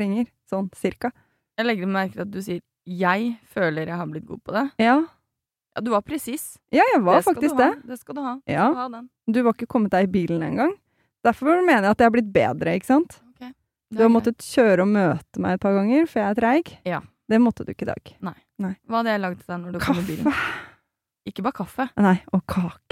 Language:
Norwegian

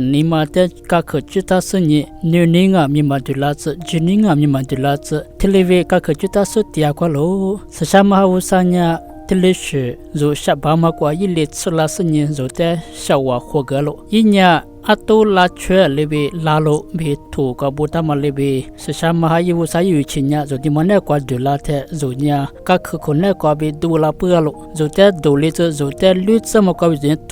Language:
Lisu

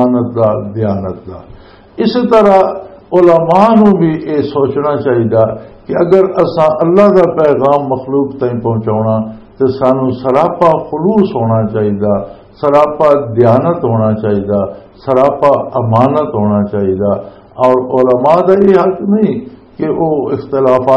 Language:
Western Panjabi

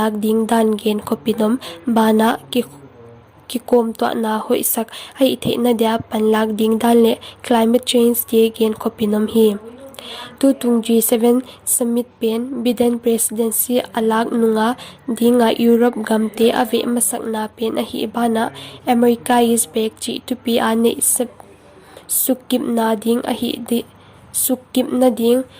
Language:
Paite Chin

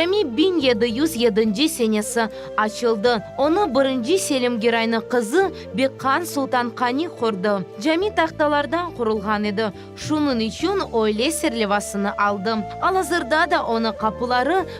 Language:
Crimean Tatar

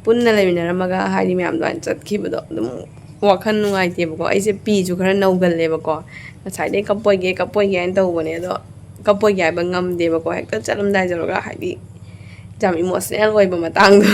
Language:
Manipuri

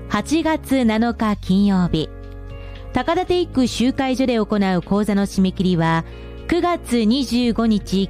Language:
Japanese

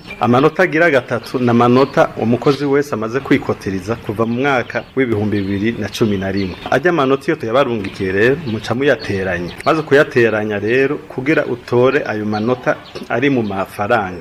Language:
Rundi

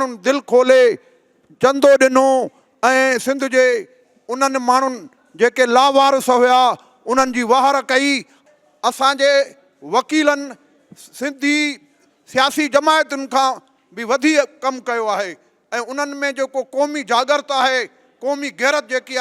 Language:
Sindhi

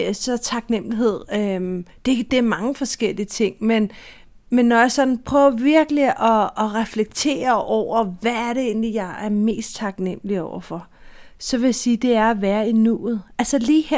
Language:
Danish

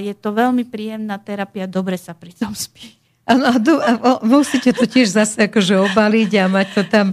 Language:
Slovak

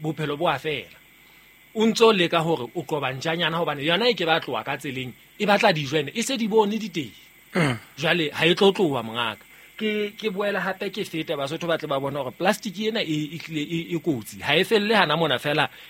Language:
Southern Sotho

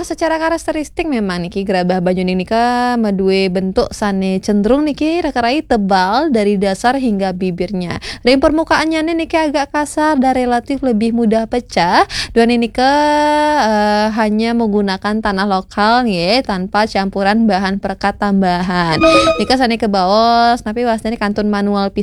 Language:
Balinese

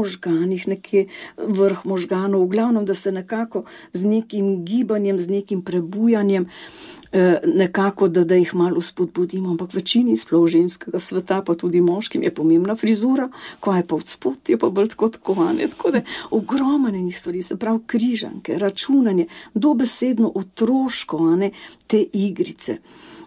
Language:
Slovenian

